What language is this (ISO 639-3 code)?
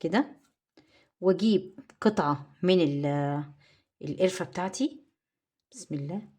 arz